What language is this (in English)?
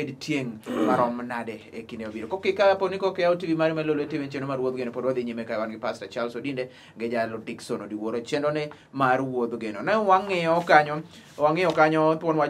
Luo (Kenya and Tanzania)